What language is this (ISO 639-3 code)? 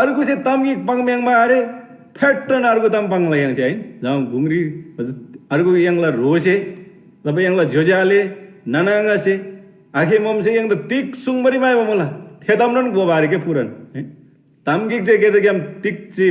taj